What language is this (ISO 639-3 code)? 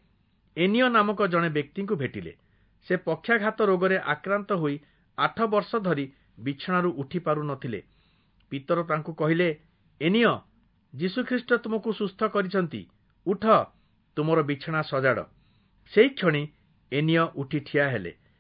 ori